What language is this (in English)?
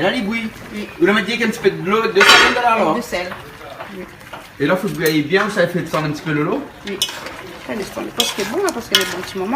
Réunion Creole French